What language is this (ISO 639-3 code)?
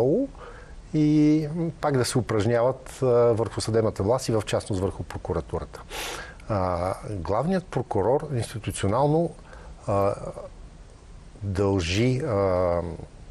bul